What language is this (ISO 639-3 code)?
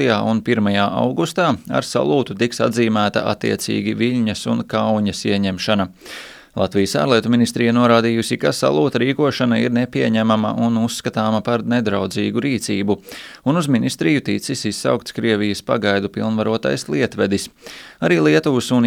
lav